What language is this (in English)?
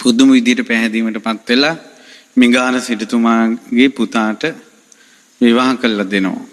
Sinhala